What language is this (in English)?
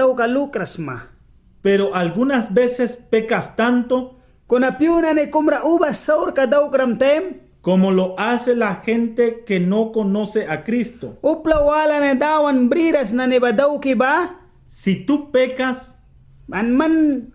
Mískito